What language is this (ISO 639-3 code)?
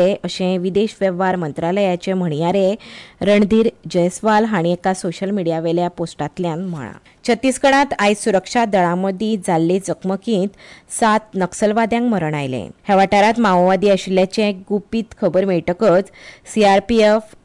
kok